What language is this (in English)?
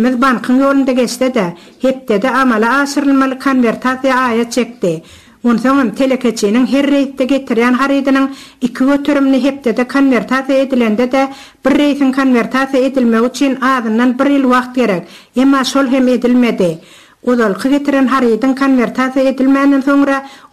Turkmen